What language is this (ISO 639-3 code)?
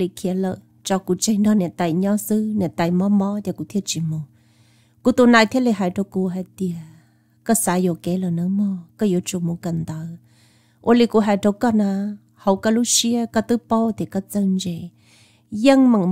vie